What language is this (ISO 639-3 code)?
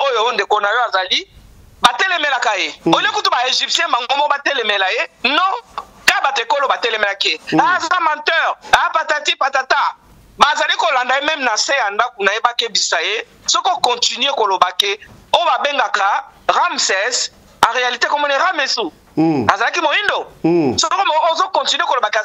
lin